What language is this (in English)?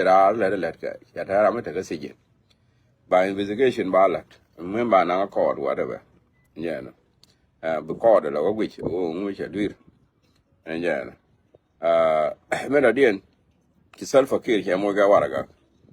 Nuer